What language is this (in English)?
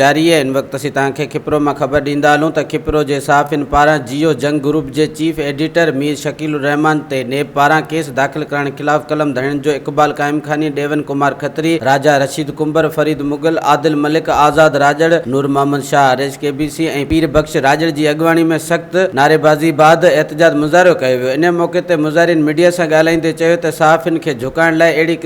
Sindhi